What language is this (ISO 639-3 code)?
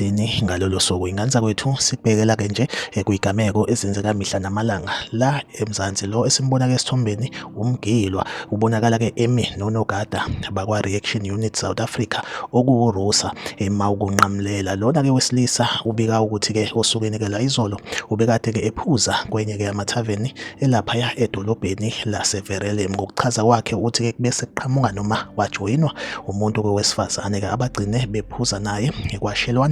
zul